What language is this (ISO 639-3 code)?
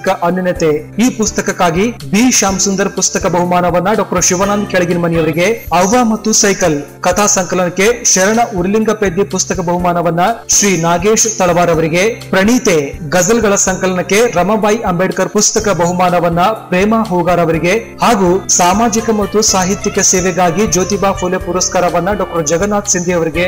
kan